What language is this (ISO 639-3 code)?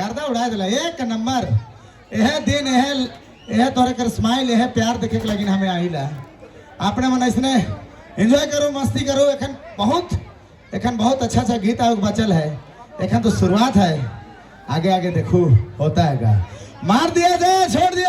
sck